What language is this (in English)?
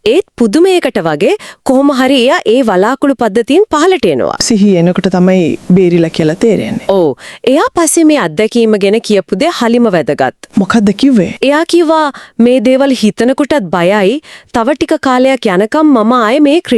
Sinhala